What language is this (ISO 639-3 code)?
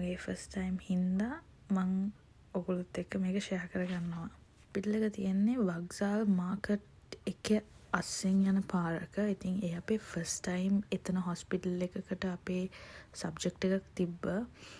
sin